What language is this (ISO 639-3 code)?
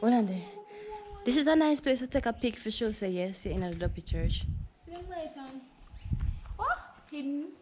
jam